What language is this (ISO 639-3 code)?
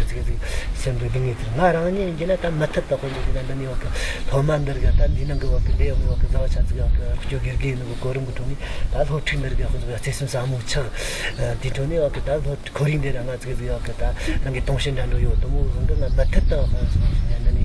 bod